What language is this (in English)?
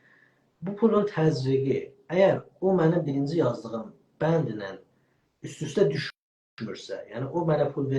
South Azerbaijani